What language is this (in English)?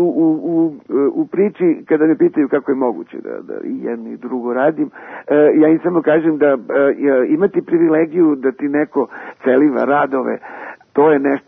Serbian